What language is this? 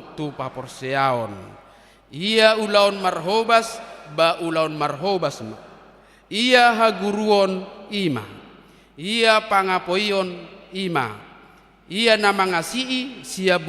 Batak Toba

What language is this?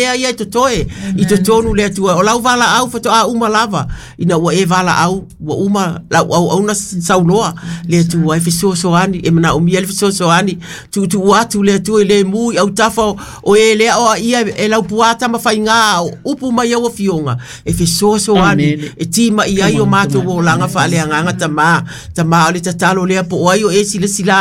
Samoan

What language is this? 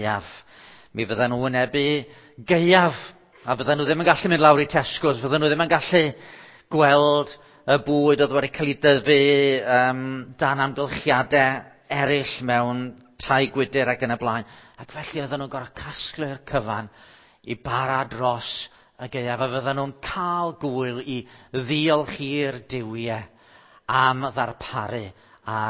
Welsh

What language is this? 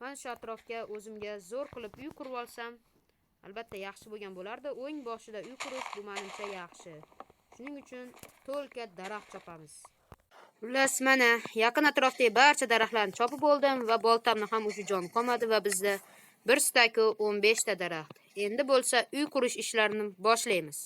Uzbek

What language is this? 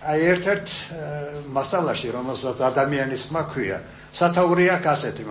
Georgian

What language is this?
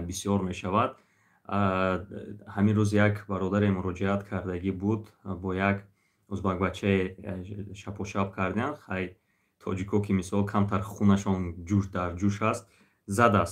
Tajik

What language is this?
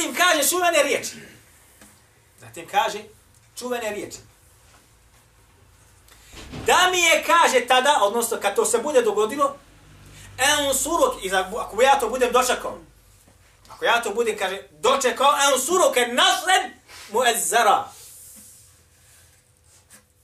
Bosnian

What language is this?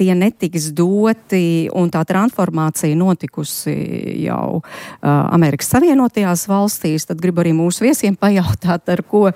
Latvian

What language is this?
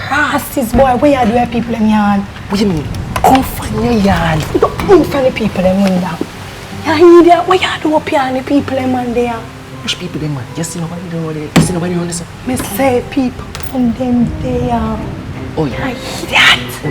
Jamaican Creole English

